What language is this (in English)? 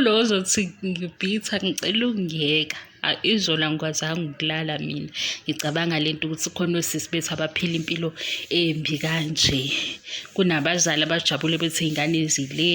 Zulu